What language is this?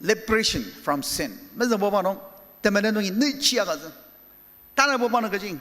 Ao Naga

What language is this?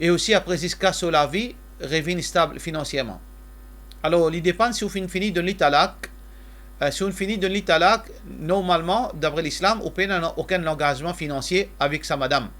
Morisyen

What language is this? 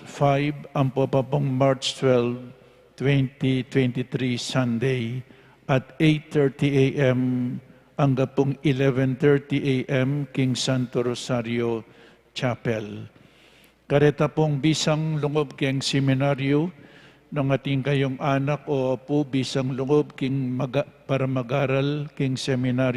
Pampanga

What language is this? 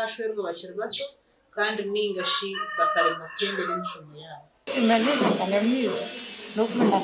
Nyankole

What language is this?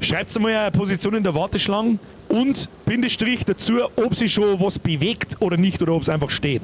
Bavarian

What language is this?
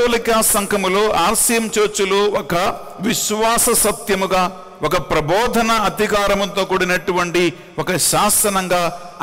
Telugu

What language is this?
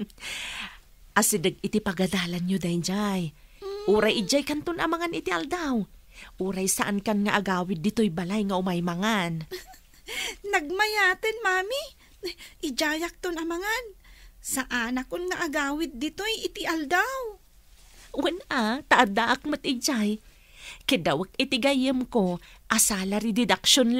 Iloko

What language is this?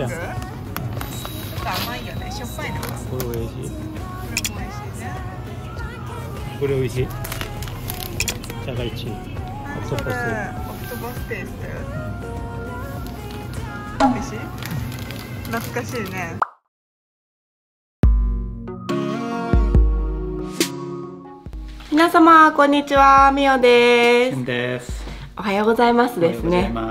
Japanese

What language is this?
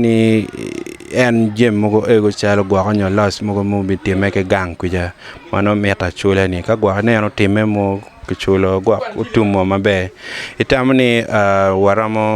Acoli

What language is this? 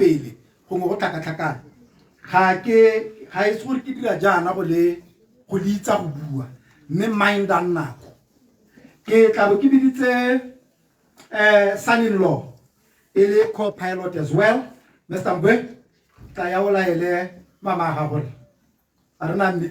Tswana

